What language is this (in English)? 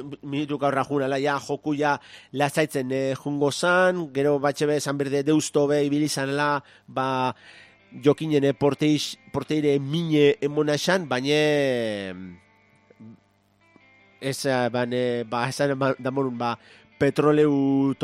Basque